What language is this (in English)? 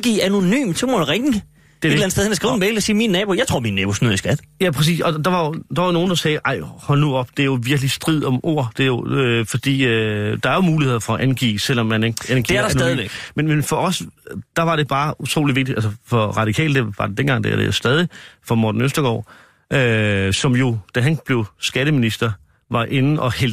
Danish